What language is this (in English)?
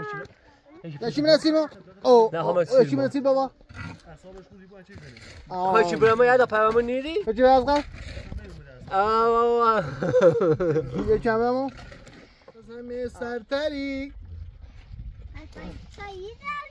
Persian